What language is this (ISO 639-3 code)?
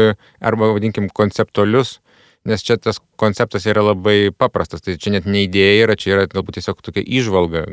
lit